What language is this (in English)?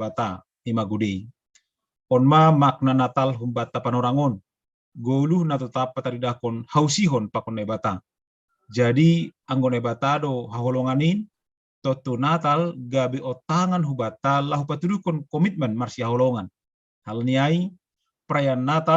Batak Simalungun